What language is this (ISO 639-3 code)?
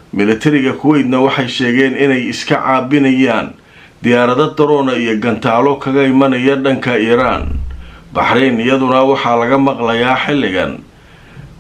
som